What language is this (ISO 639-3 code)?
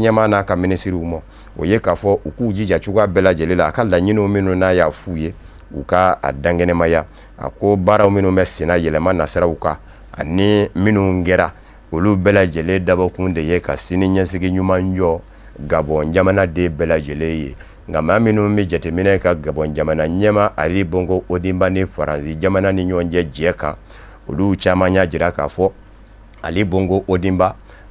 bam